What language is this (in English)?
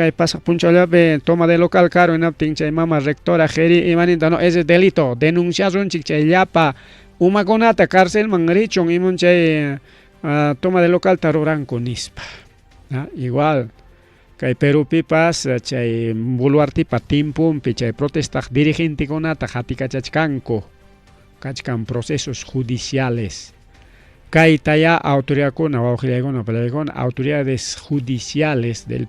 Ayacucho Quechua